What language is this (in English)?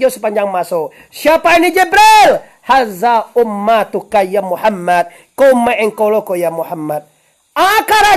Minangkabau